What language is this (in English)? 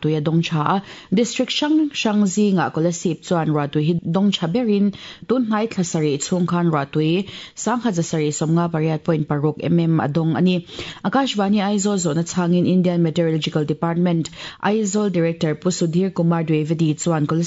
Mizo